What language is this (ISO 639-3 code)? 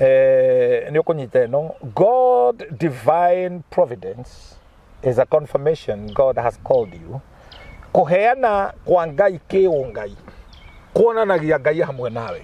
kik